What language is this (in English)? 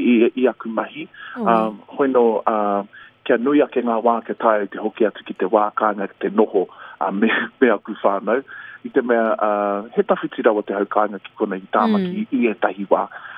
Māori